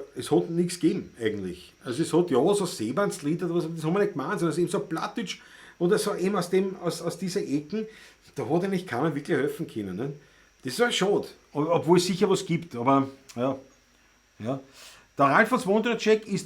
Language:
Bavarian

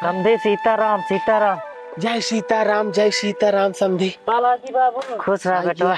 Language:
Awadhi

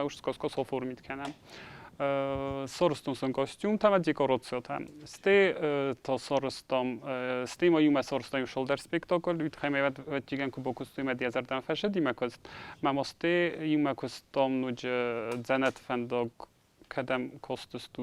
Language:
Ossetic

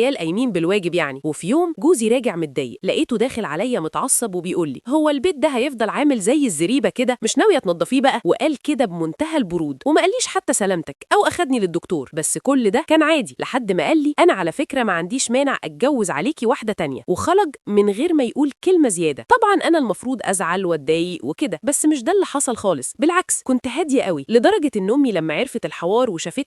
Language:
Egyptian Arabic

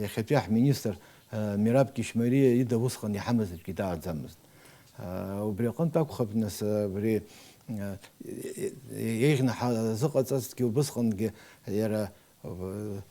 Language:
Abkhazian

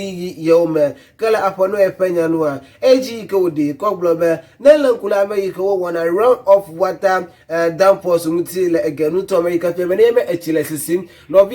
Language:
Ewe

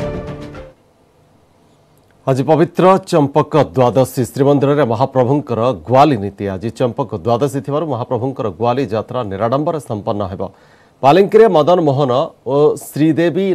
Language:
Odia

